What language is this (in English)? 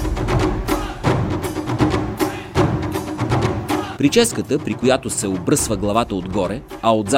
Bulgarian